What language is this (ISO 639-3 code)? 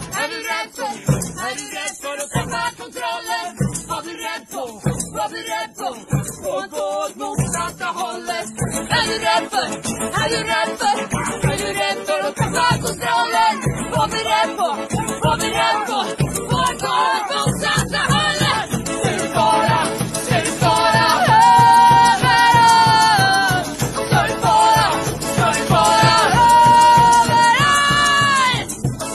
swe